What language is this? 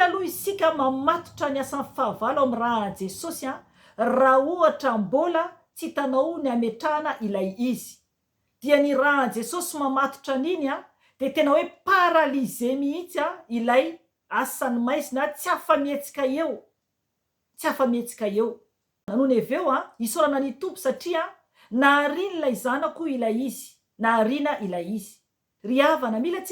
Malagasy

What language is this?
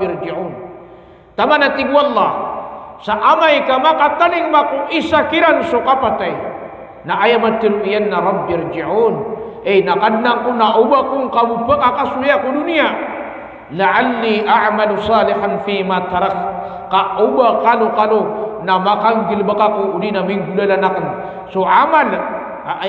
Maranao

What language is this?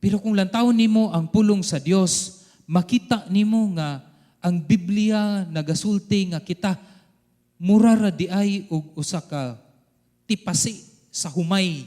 Cebuano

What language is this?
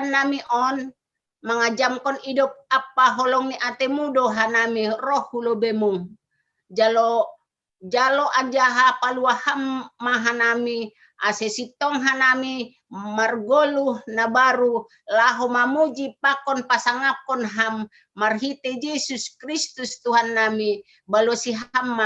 Batak Simalungun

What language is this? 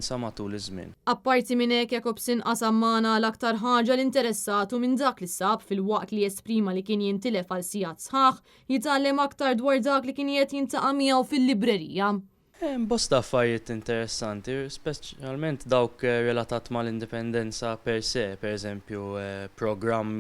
Maltese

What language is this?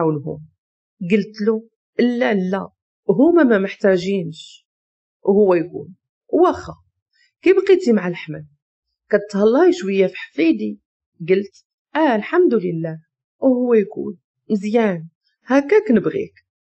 Moroccan Arabic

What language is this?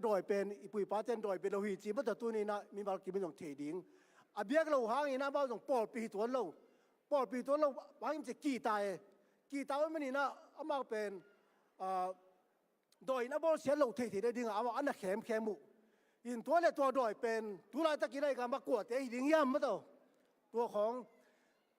Tedim Chin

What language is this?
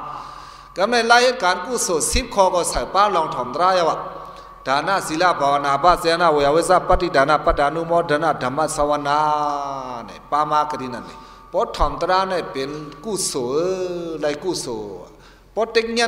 Shan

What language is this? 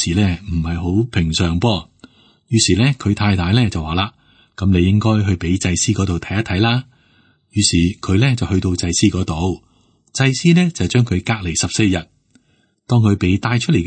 Cantonese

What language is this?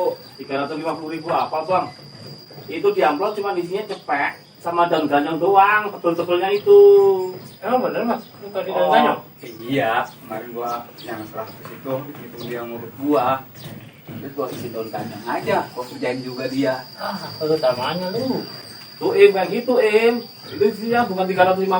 Betawi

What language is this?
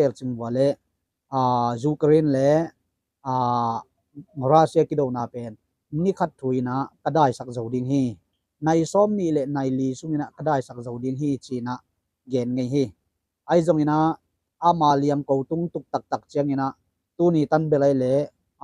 Tedim Chin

